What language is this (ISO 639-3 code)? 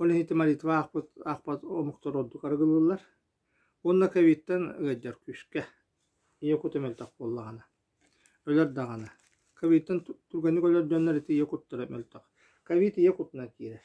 sah